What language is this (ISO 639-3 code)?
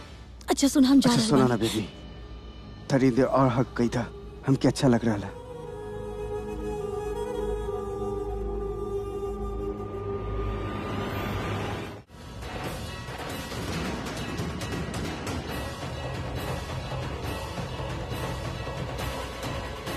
bho